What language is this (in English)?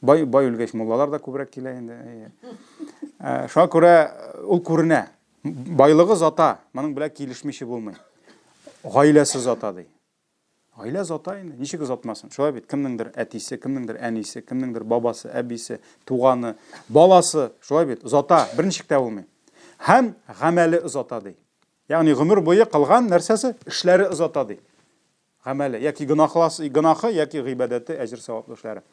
Tatar